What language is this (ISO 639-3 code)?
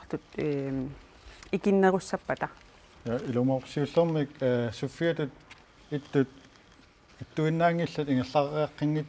kal